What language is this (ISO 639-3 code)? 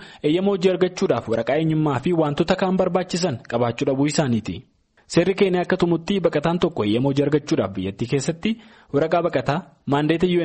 som